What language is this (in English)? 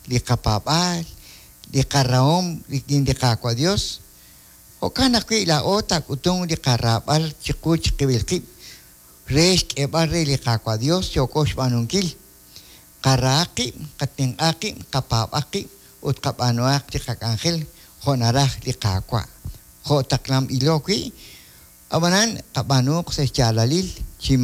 Kekchí